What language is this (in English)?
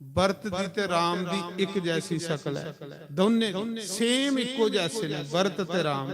Dogri